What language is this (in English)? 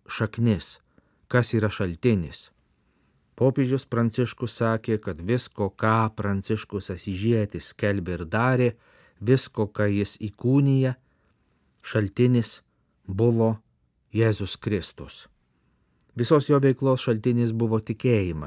Lithuanian